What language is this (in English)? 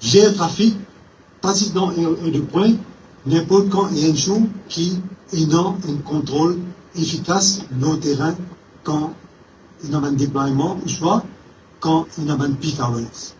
Morisyen